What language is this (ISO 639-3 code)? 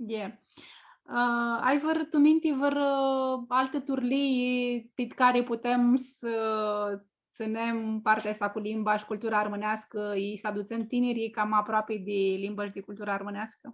rup